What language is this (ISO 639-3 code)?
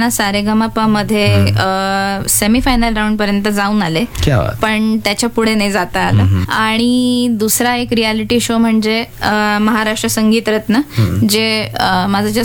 mar